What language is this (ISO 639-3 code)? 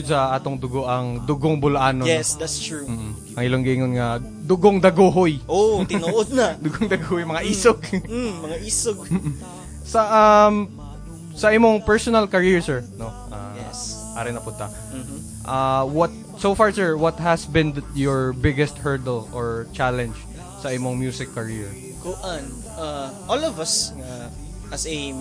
ceb